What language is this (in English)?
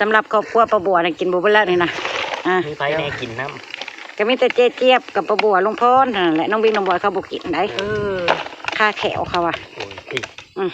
Northeastern Thai